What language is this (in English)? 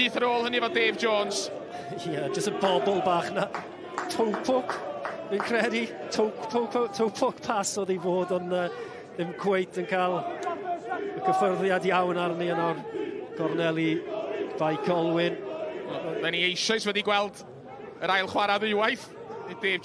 Welsh